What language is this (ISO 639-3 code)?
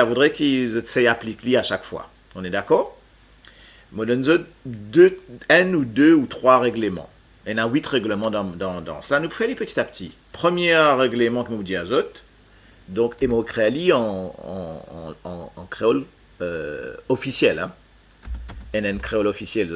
mfe